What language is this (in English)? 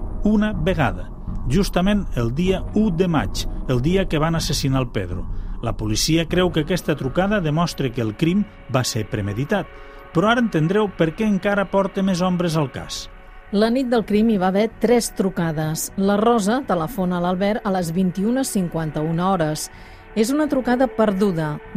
Catalan